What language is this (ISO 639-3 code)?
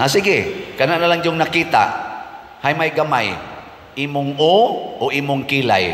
ceb